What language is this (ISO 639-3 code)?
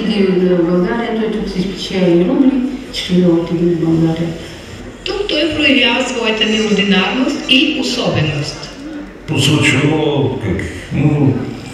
bul